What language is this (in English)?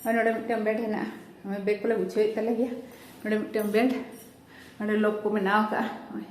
Santali